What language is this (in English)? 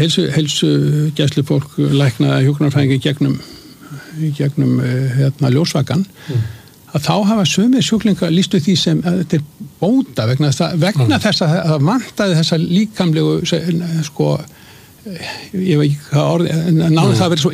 Icelandic